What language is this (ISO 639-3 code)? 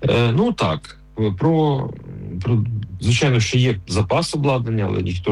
ukr